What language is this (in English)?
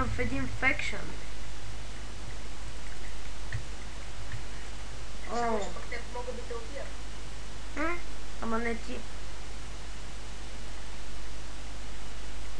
Bulgarian